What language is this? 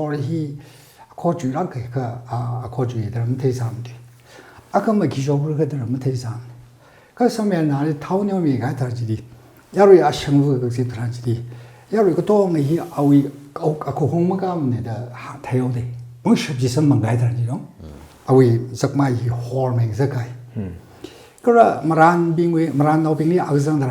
Tangkhul Naga (India)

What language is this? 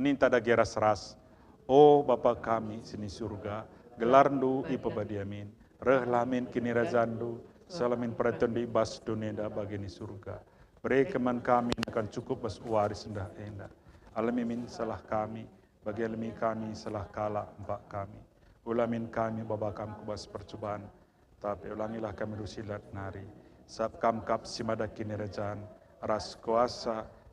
Batak Karo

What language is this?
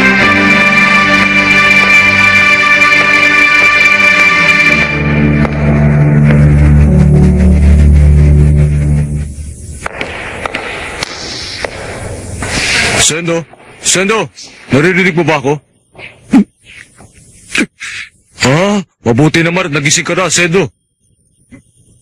Filipino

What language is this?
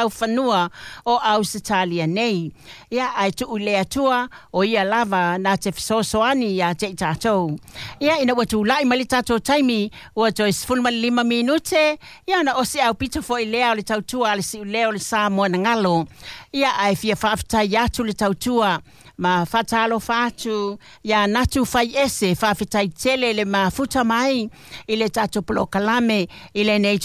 Samoan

